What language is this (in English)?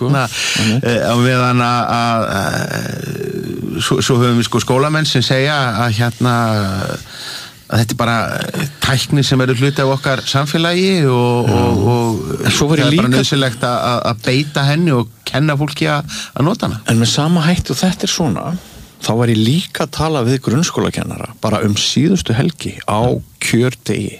Icelandic